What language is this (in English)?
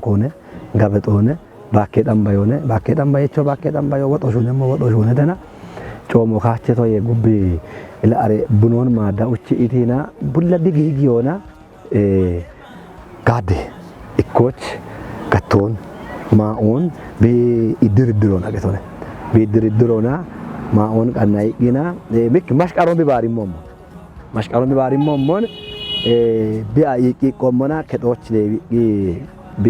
Kafa